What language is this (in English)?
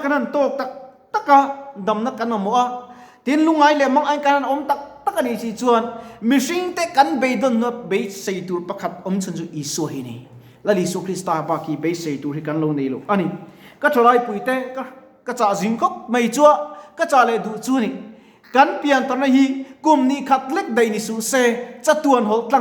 Mizo